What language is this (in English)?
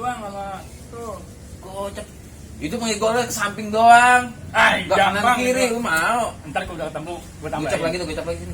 Betawi